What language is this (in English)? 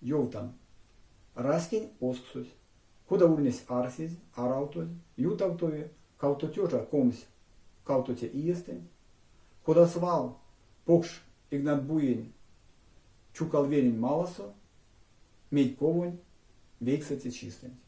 Erzya